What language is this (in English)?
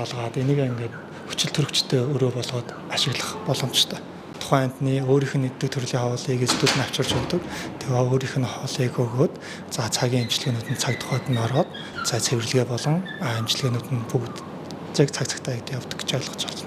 Mongolian